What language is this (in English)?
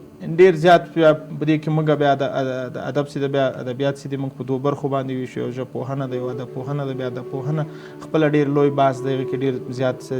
Pashto